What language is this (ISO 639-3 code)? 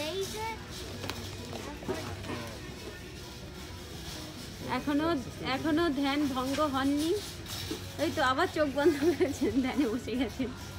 ben